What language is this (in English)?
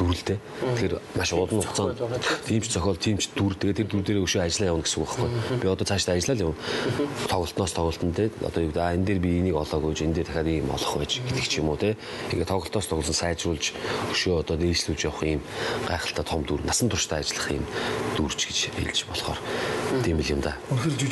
Mongolian